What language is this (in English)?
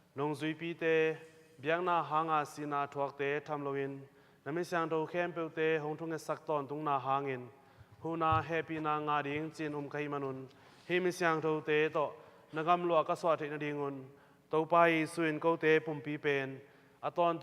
Tedim Chin